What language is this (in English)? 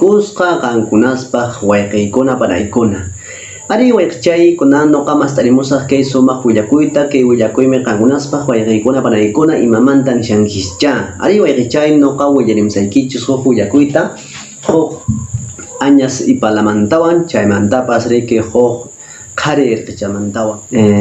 Quechua